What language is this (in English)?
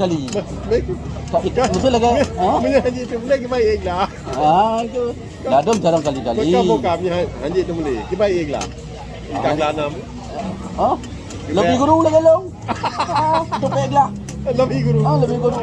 Achinese